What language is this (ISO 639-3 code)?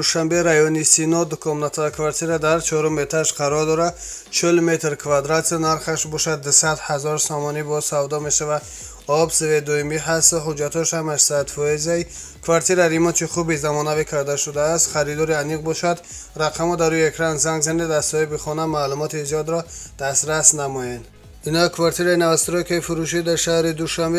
tgk